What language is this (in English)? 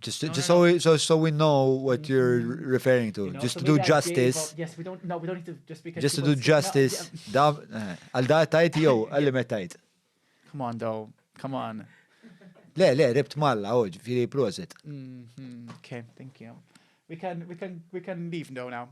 English